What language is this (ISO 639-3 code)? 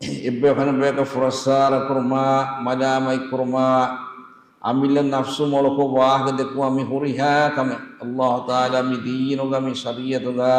div